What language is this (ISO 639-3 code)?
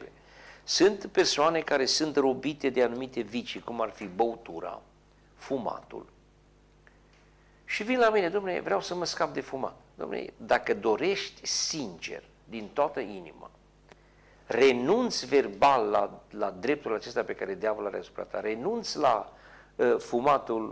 ron